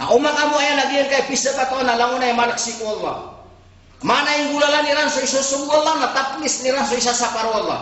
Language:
Maranao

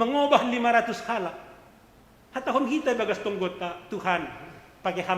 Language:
Batak Simalungun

